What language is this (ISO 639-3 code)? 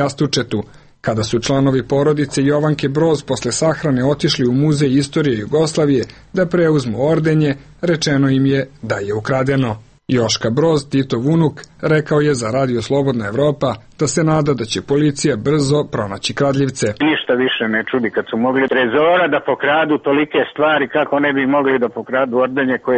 srp